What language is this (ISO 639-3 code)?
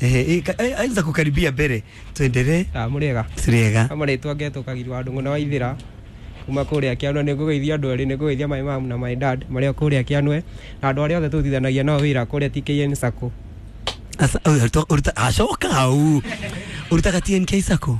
kik